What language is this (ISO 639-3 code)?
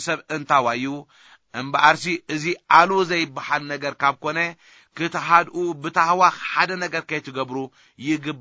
tir